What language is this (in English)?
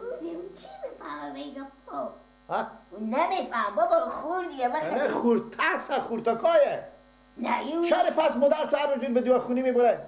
Persian